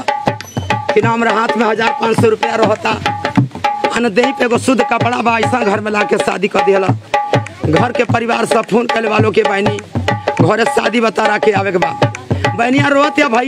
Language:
Bhojpuri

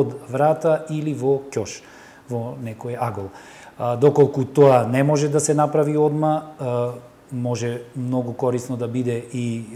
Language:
Macedonian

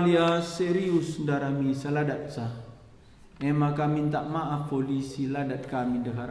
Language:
Batak Karo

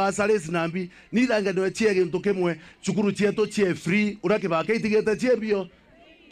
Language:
Meru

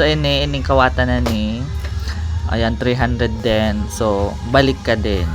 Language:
Bikol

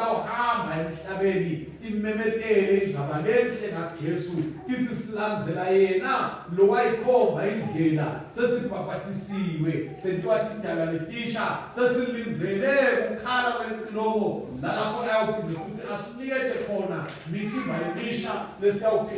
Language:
Swati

